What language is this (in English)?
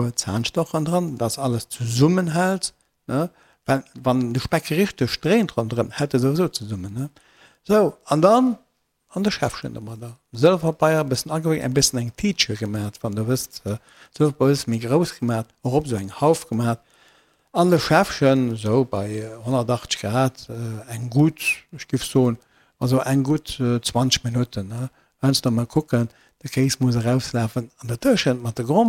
Luxembourgish